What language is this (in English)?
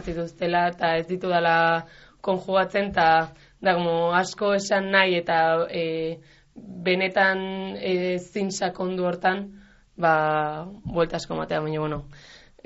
Basque